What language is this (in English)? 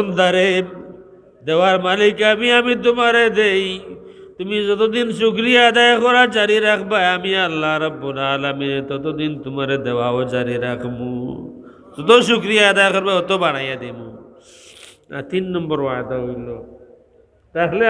Sylheti